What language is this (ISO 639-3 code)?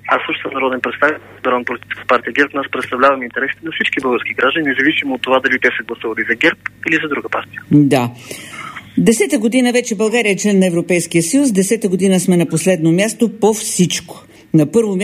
bul